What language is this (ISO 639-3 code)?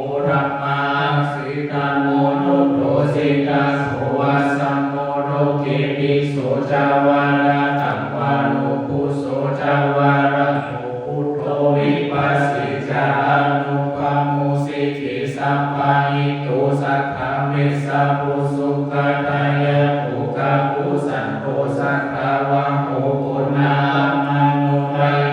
pli